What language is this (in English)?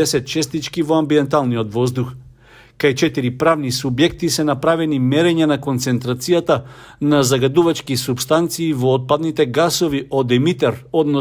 Macedonian